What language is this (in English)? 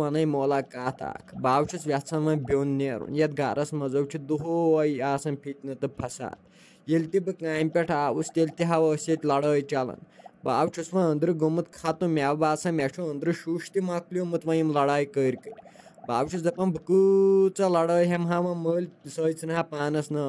Kashmiri